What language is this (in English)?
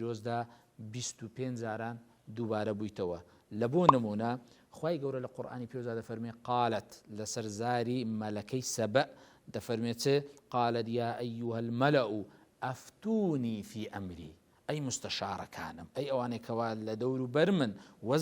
Central Kurdish